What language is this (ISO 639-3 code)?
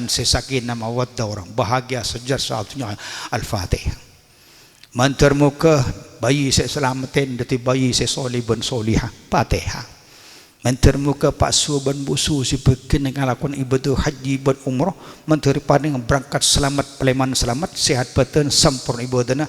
mad